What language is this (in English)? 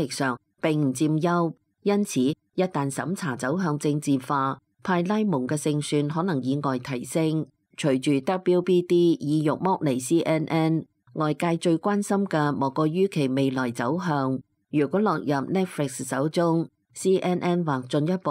Cantonese